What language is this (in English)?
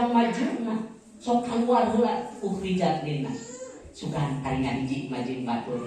Sundanese